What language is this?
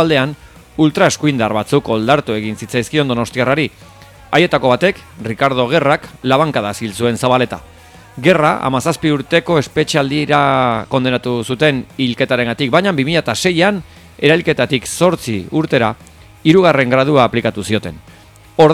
Basque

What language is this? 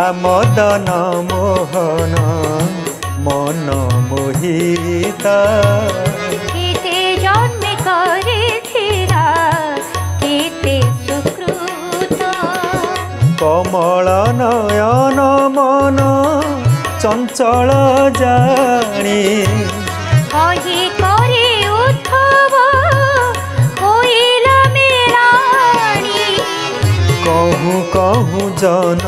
Odia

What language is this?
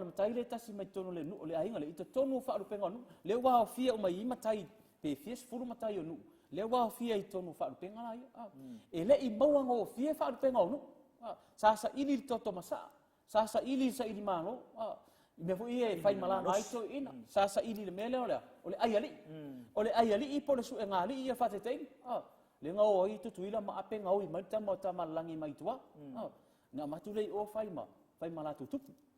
Samoan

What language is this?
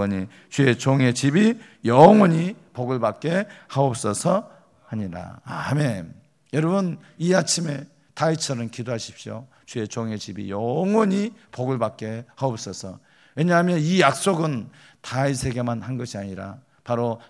Korean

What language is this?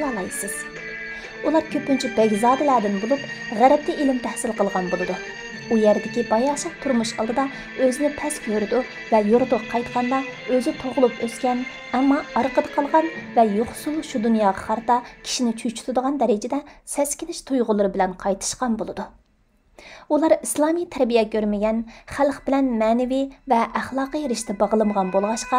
Uyghur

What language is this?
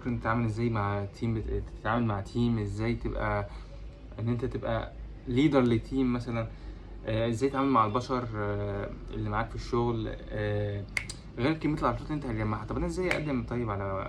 Egyptian Arabic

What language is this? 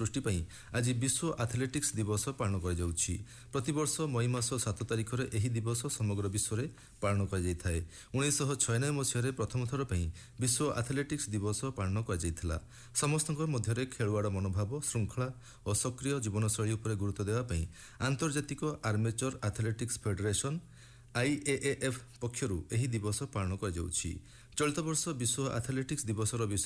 Odia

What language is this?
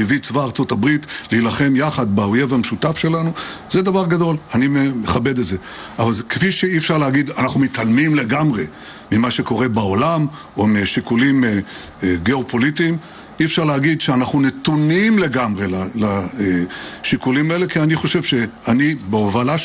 Hebrew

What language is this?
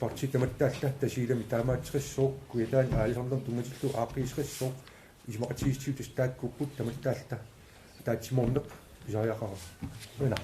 Kalaallisut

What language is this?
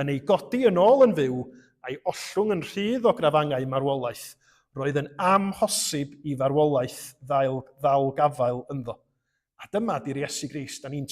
Welsh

